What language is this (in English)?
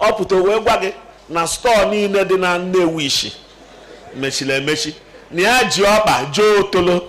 Igbo